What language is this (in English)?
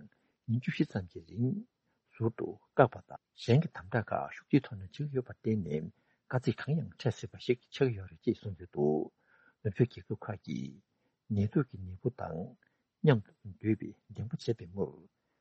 Tibetan